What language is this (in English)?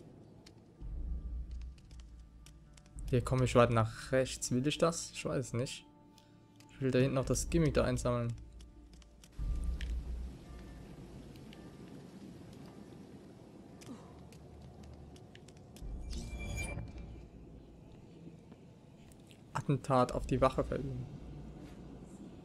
German